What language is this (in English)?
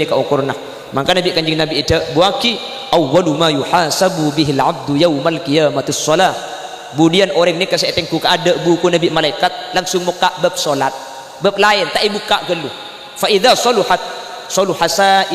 Madurese